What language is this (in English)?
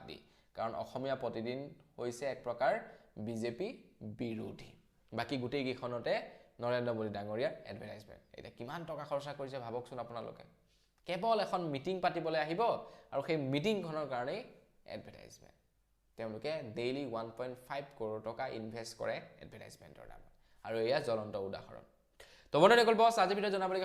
Assamese